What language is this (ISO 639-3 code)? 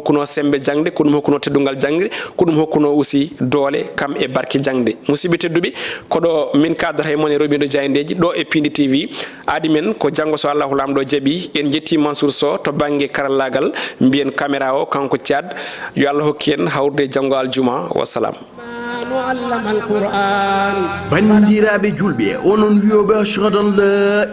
ful